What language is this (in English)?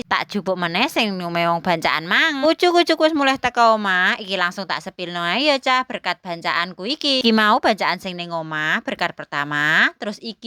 Javanese